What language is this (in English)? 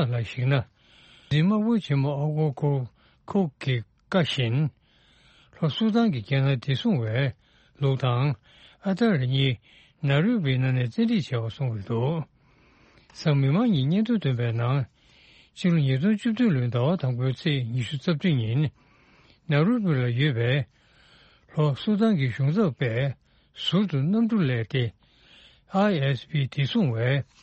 Tibetan